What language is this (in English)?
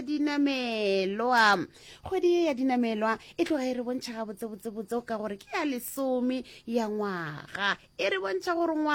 Northern Sotho